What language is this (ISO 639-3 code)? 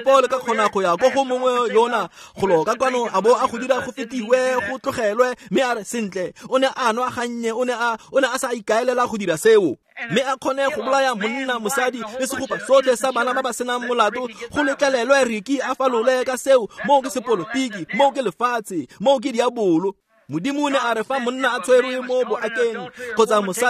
tsn